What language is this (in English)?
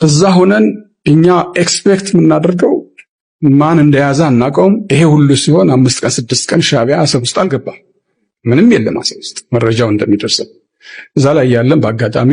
Amharic